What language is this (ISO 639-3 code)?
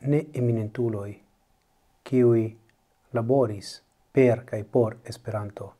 epo